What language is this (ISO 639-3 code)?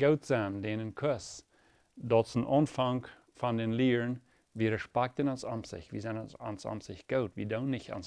pdt